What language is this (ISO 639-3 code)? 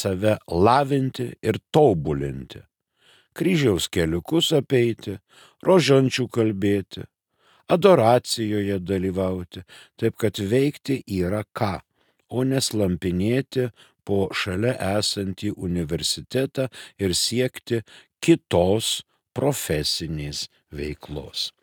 lit